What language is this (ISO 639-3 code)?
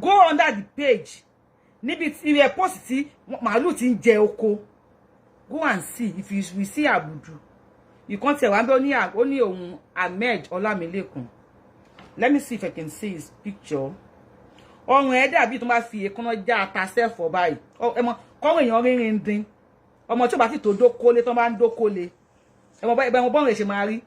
yor